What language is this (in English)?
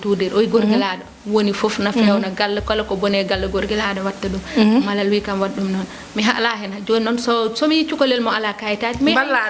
Fula